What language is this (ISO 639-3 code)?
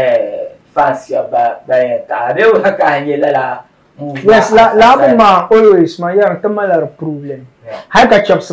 dag